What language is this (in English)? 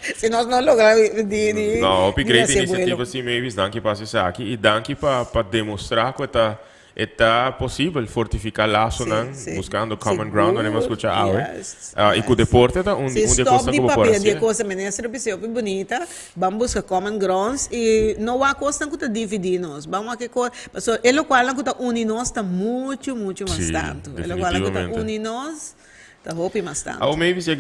Papiamento